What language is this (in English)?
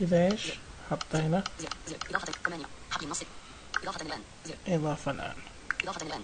Najdi Arabic